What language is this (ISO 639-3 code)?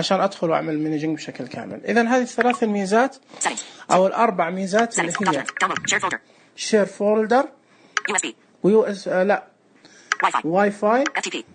ars